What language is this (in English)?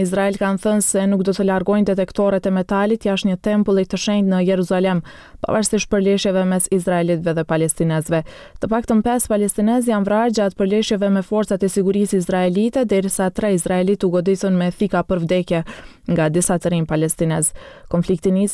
Albanian